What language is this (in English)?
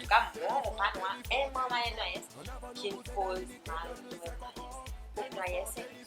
Seselwa Creole French